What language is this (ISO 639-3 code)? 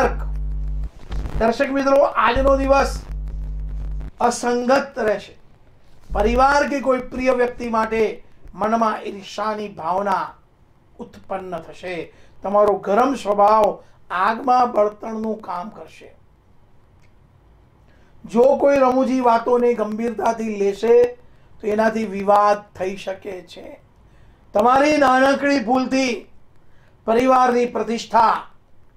guj